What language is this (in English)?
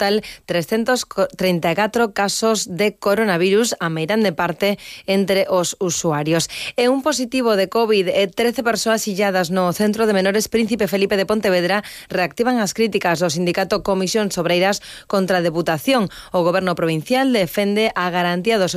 Galician